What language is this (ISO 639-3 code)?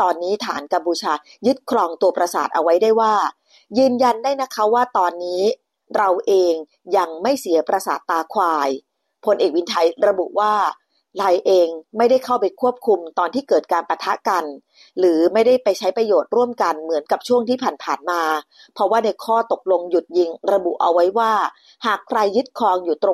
tha